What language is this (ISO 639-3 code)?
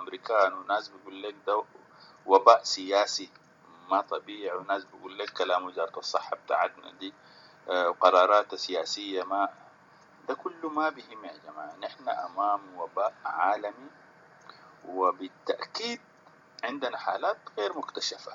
apd